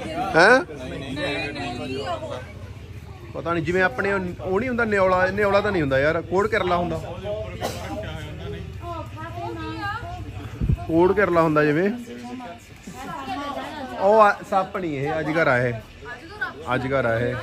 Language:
Punjabi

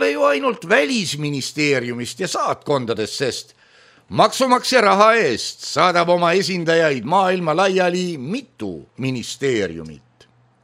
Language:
Estonian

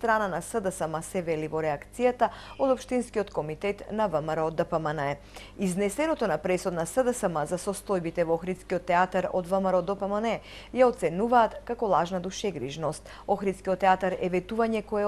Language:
Macedonian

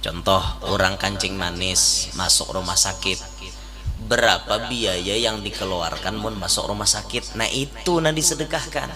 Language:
Banjar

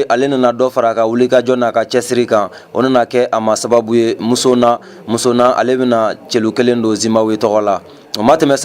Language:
Bambara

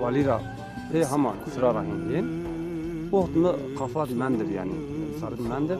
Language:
Zaza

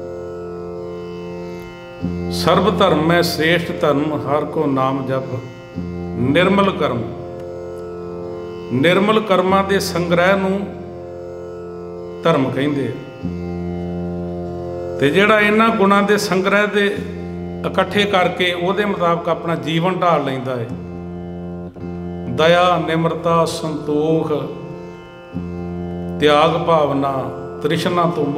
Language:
Punjabi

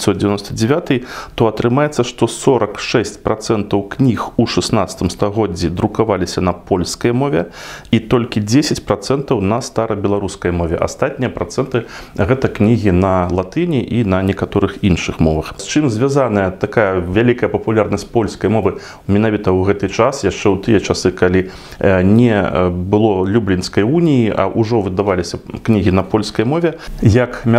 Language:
Belarusian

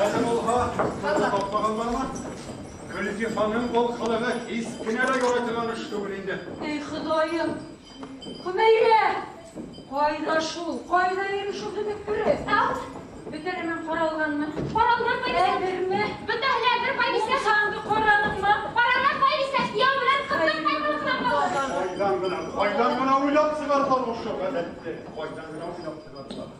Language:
Bashkir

